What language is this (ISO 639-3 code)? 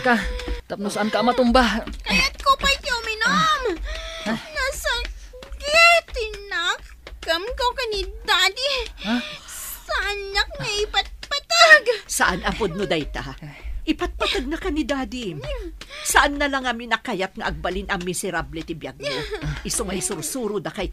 ilo